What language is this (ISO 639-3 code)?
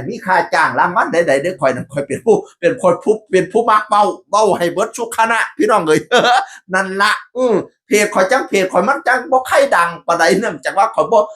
tts